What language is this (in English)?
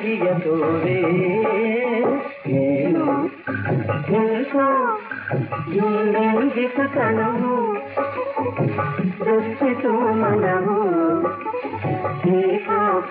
Kannada